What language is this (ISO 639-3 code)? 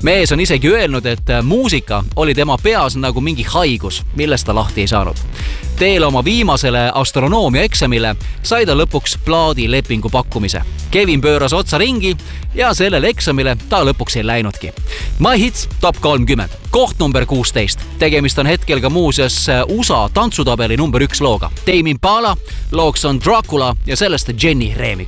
est